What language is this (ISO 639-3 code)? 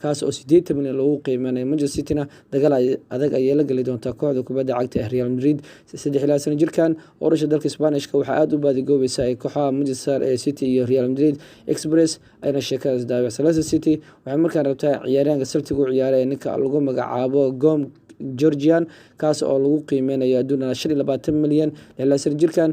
som